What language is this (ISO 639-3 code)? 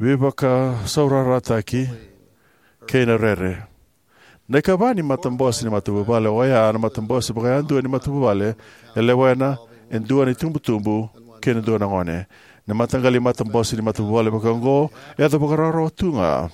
fij